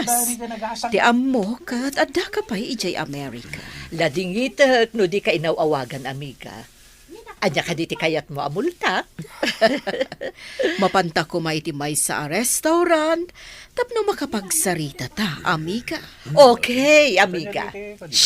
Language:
Iloko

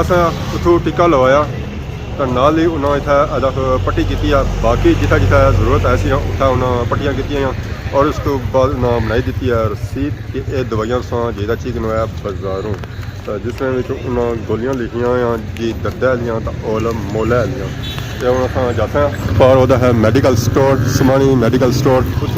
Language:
Pahari-Potwari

